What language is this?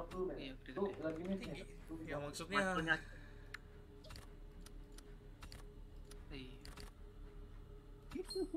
Indonesian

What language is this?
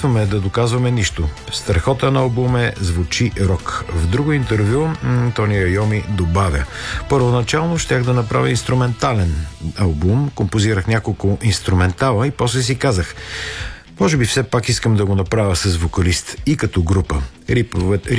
Bulgarian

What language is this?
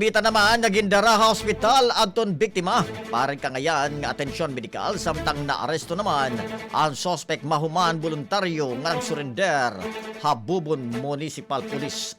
Waray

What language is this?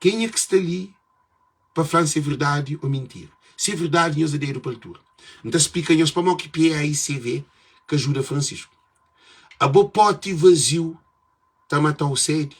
Kabuverdianu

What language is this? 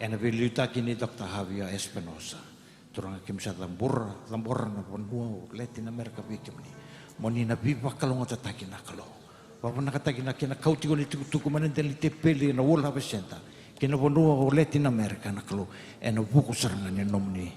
Fijian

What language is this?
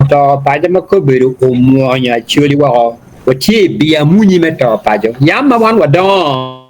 Acoli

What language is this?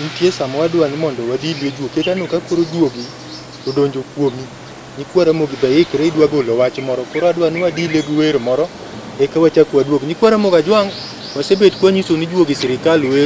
Luo (Kenya and Tanzania)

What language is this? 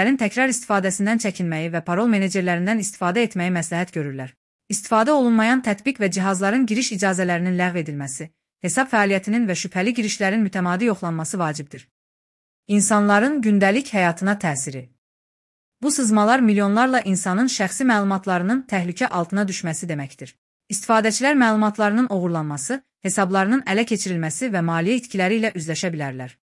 Azerbaijani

